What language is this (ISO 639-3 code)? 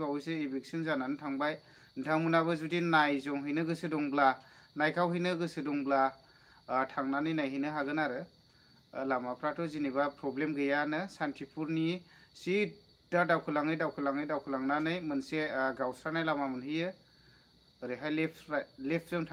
brx